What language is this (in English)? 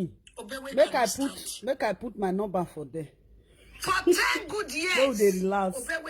Nigerian Pidgin